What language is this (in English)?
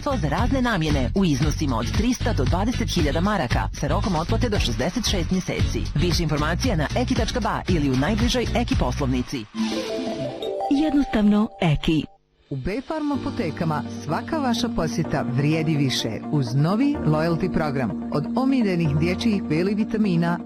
Bosnian